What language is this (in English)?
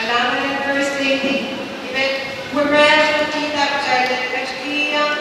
Pohnpeian